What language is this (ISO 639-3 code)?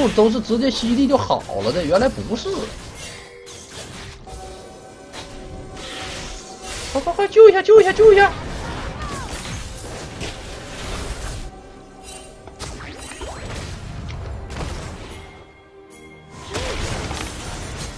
zho